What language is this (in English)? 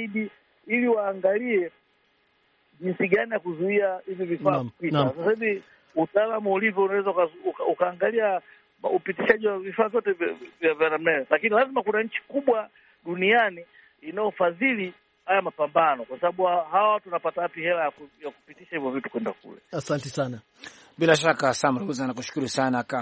Swahili